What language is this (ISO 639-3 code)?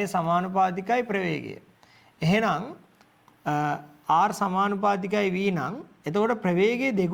sin